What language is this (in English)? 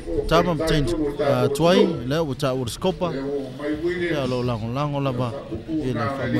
Samoan